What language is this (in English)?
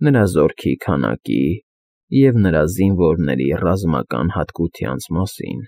Armenian